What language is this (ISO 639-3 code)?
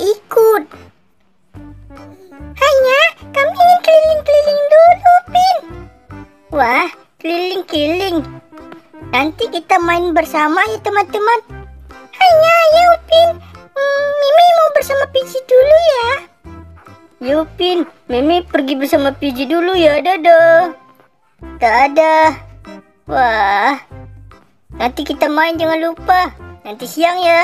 msa